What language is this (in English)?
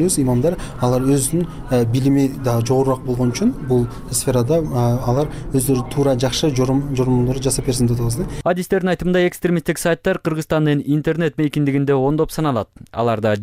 Kyrgyz